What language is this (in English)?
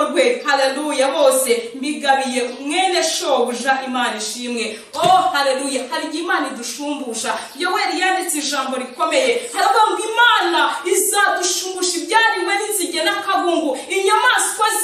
Kinyarwanda